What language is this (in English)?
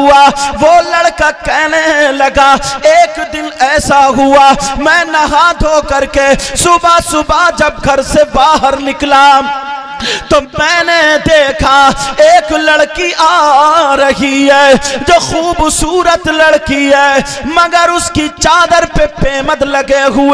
Urdu